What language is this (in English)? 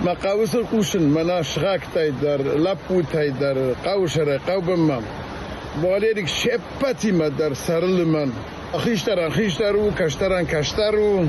Ossetic